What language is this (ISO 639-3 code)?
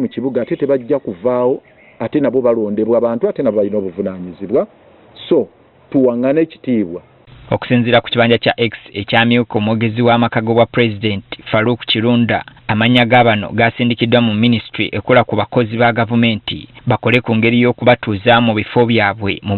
lug